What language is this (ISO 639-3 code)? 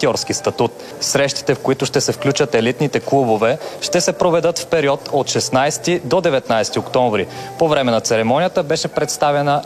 bul